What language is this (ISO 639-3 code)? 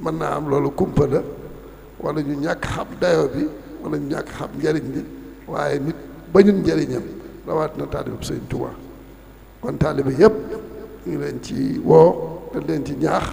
wol